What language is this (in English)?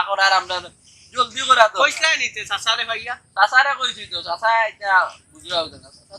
Sylheti